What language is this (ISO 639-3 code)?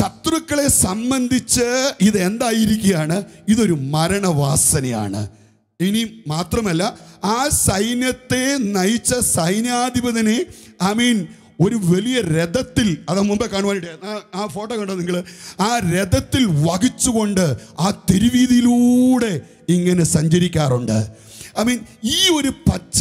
mal